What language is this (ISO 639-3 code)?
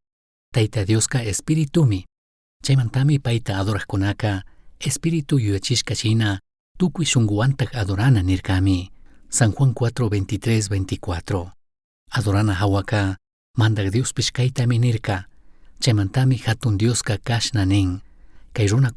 qug